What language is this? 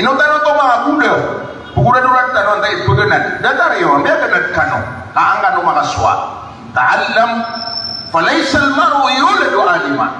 Maranao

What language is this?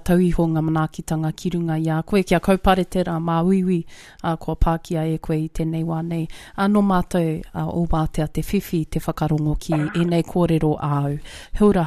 Māori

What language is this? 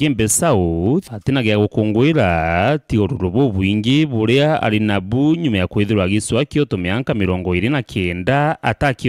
Meru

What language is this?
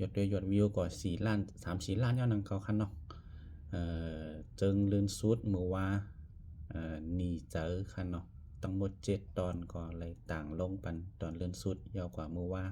Shan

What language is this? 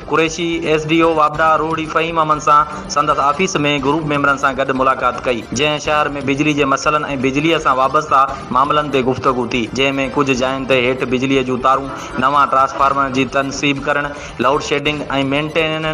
Sindhi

